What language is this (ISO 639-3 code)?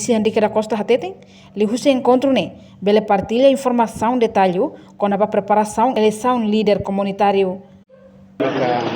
tet